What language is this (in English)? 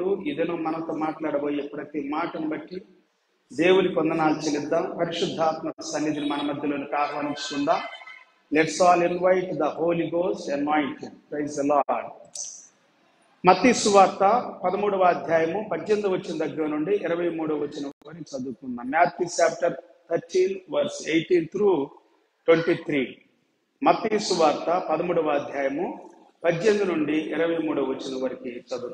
Telugu